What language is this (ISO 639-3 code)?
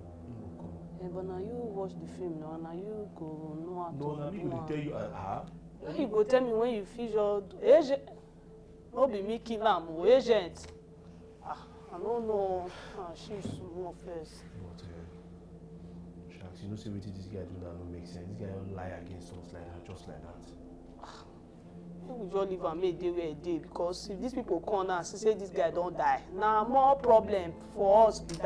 pcm